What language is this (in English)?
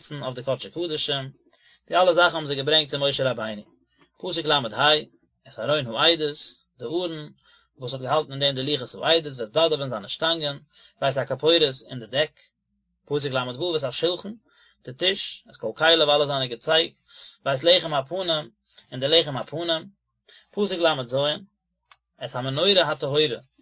Yiddish